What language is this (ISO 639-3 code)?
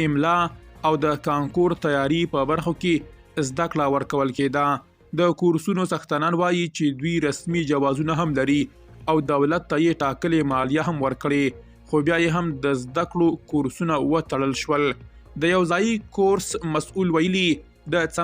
pus